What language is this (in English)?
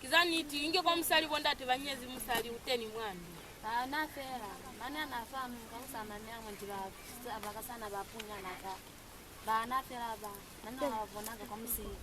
Lozi